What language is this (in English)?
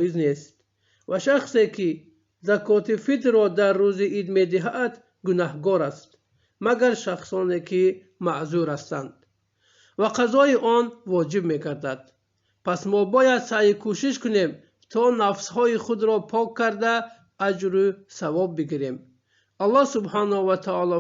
Tajik